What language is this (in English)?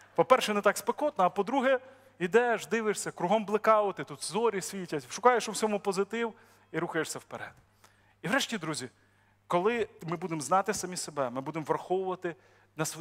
Ukrainian